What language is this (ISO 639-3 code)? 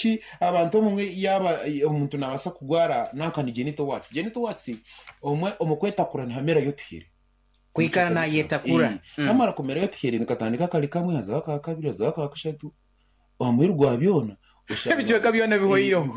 nyn